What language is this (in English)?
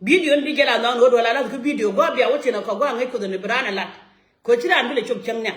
Nuer